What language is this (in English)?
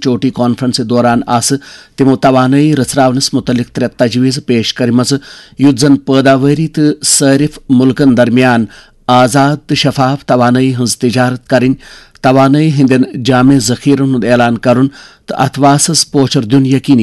Kashmiri